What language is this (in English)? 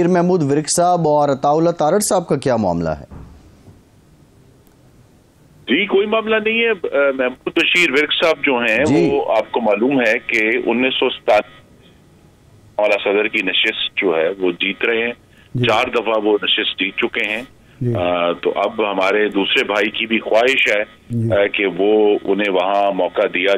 Urdu